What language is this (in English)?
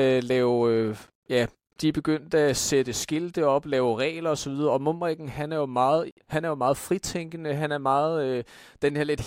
Danish